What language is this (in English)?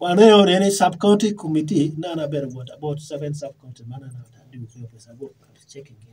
Acoli